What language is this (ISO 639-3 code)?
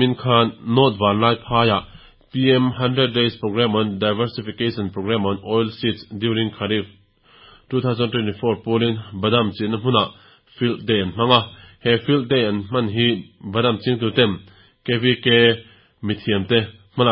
lus